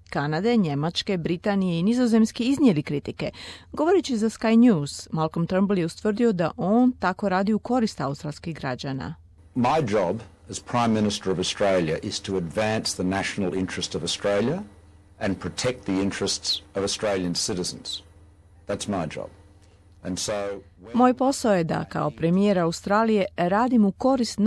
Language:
Croatian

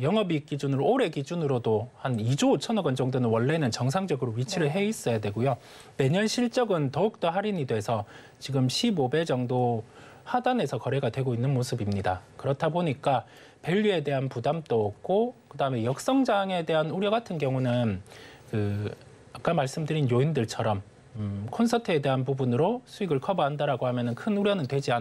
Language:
Korean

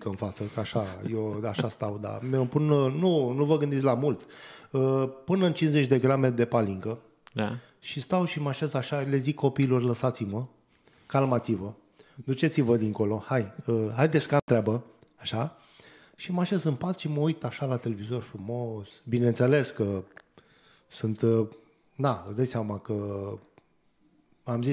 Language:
Romanian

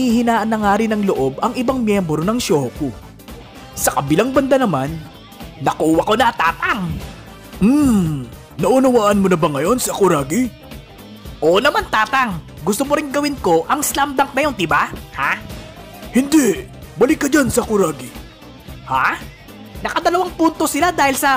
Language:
Filipino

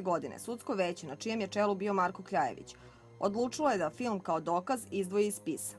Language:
Serbian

